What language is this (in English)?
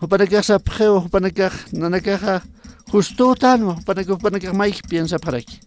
Aymara